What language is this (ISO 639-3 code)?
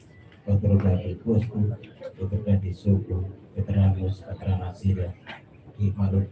tet